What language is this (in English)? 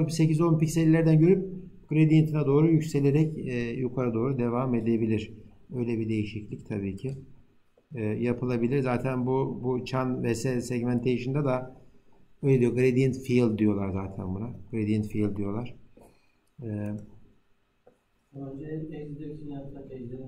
Turkish